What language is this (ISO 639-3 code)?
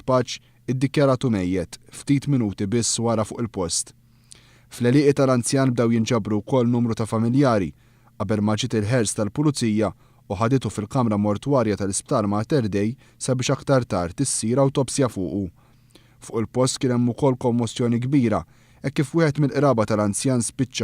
mlt